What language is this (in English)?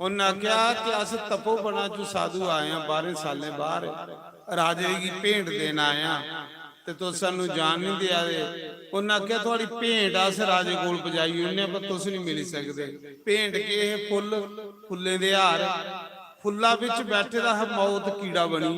Dogri